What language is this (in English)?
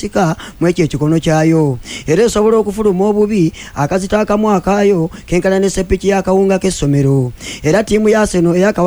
Ganda